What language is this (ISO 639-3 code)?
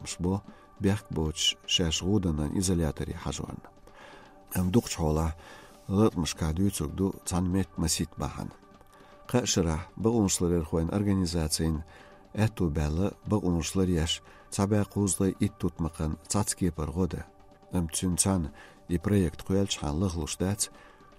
che